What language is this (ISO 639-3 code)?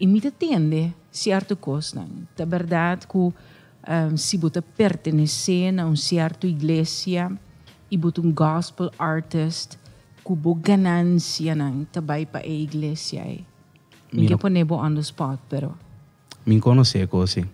pap